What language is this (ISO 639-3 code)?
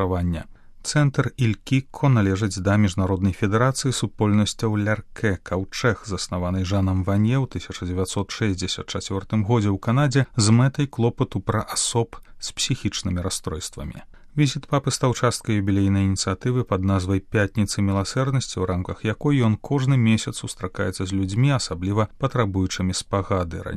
bel